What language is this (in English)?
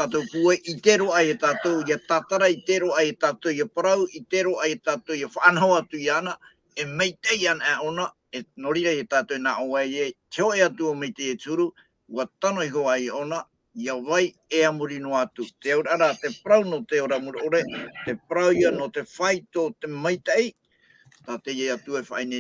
Tahitian